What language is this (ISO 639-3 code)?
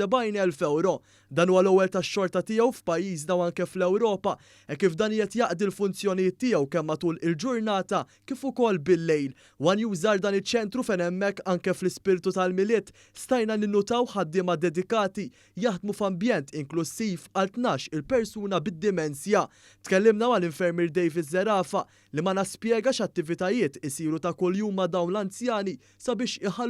mlt